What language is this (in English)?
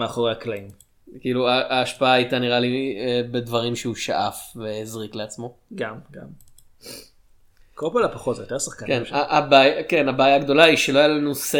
Hebrew